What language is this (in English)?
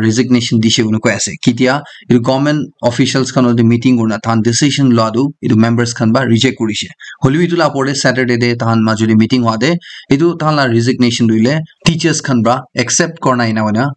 Naga Pidgin